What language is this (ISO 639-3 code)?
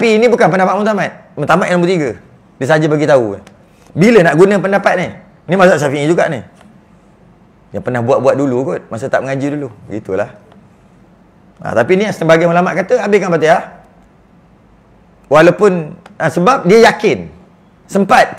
msa